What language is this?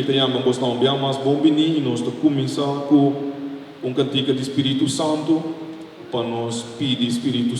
Papiamento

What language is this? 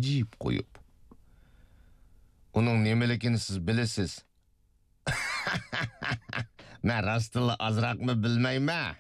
Uyghur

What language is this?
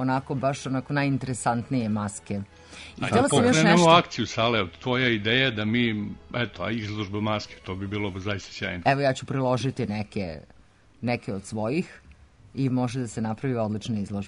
Serbian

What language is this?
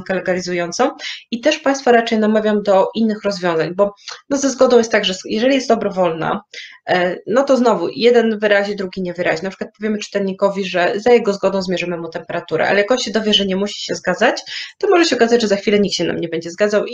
Polish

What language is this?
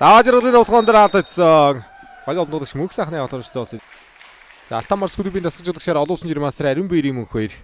Mongolian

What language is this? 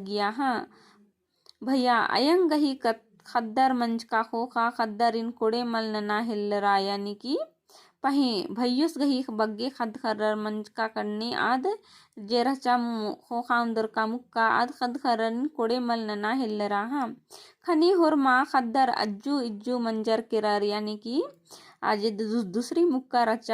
Kurukh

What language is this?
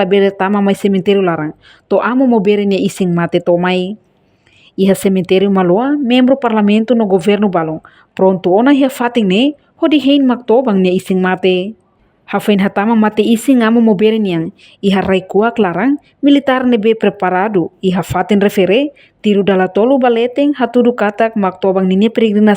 Tetum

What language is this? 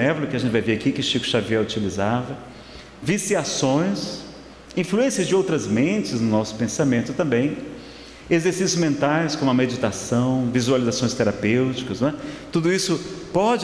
Portuguese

